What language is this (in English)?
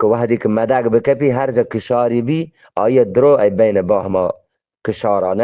Eastern Balochi